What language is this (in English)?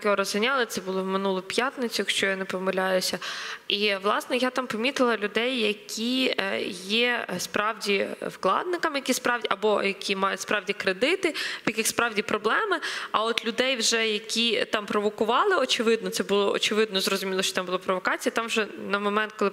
Ukrainian